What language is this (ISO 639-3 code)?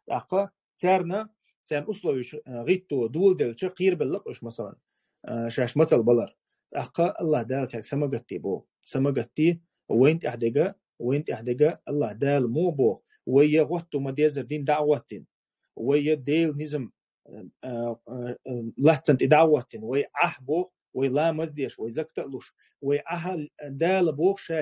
che